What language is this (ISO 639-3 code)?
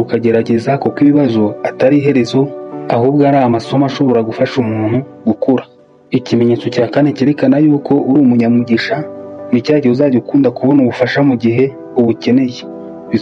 kin